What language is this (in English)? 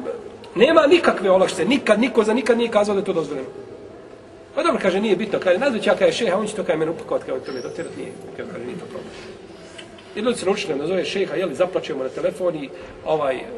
Bosnian